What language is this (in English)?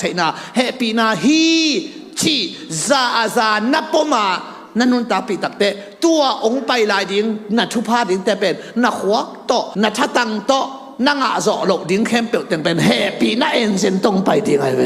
Tedim Chin